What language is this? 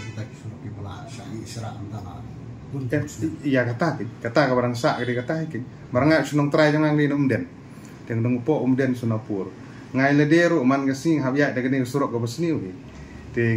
Khasi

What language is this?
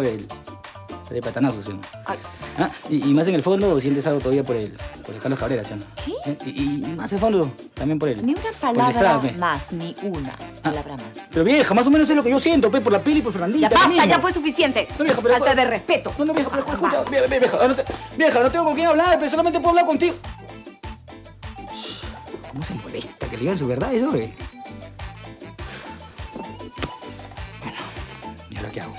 Spanish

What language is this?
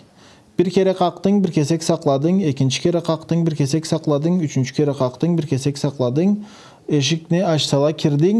Karachay-Balkar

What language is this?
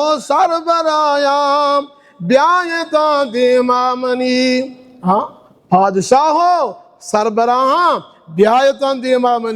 Baluchi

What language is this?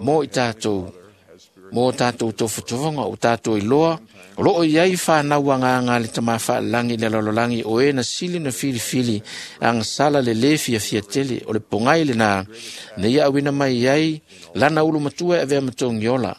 Samoan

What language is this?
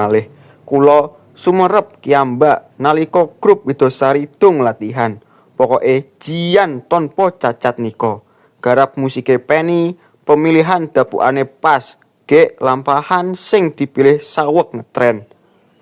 Javanese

